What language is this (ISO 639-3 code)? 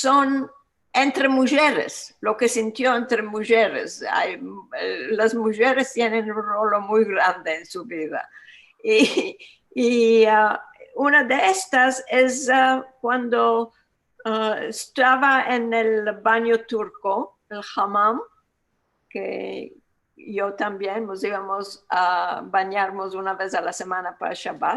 lad